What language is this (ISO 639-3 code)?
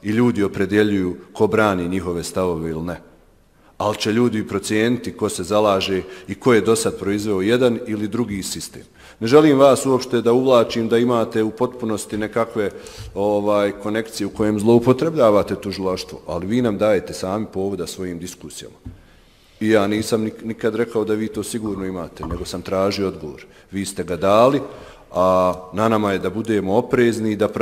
bos